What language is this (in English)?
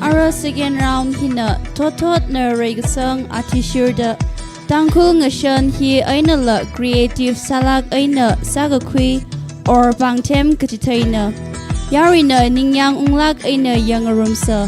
Tangkhul Naga (India)